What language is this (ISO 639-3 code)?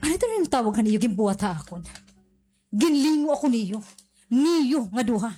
war